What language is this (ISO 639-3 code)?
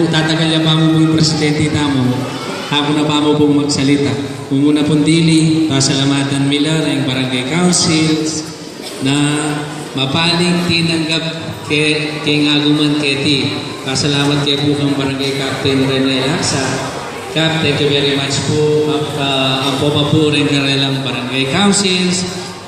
pam